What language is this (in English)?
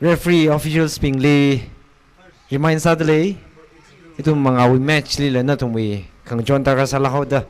Tangkhul Naga (India)